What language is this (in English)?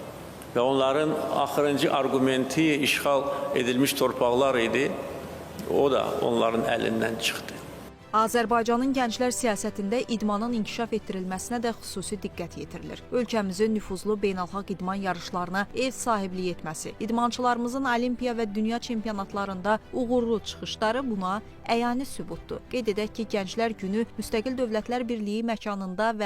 Azerbaijani